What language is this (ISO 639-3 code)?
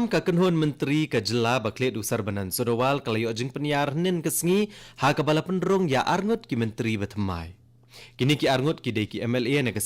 kha